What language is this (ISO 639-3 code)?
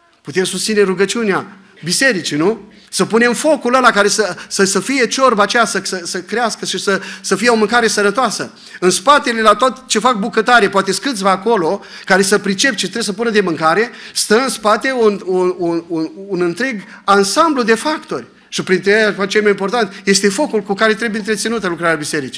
ron